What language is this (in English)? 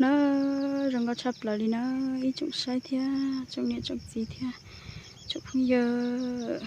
Hmong